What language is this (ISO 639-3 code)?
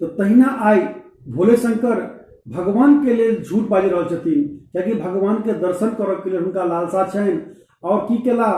mai